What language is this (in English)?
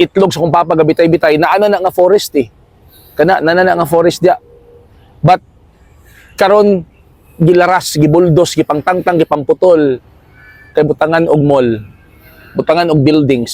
Cebuano